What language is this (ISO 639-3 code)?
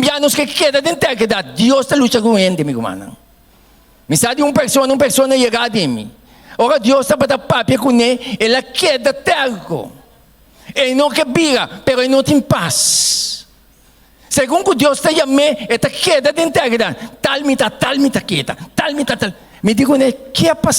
pap